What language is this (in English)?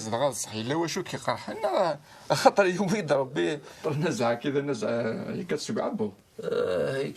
Kabyle